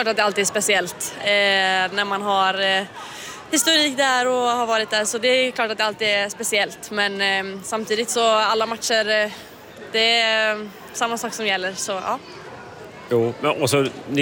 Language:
Swedish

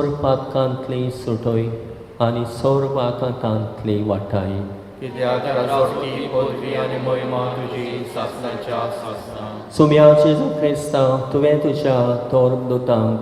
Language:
Konkani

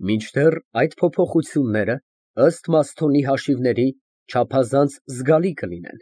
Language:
Armenian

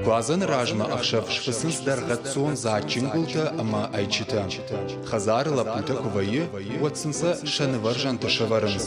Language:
Ossetic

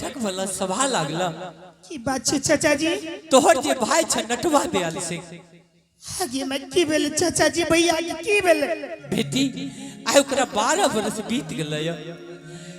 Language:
Angika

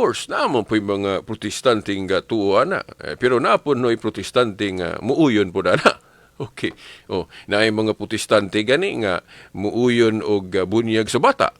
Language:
Cebuano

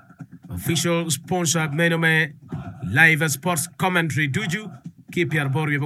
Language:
Acoli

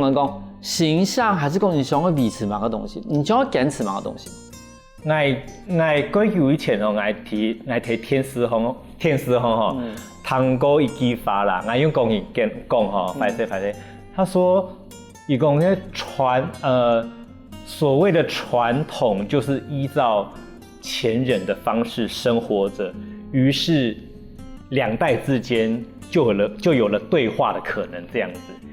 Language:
Hakka Chinese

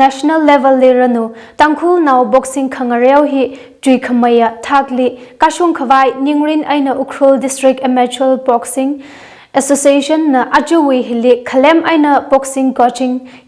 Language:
Tangkhul Naga (India)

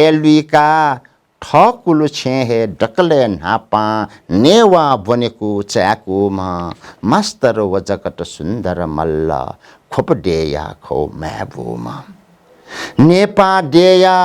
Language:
Newari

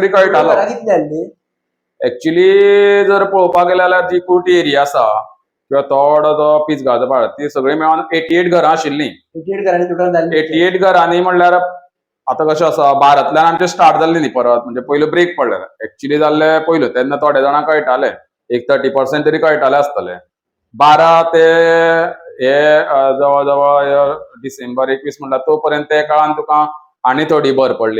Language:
Konkani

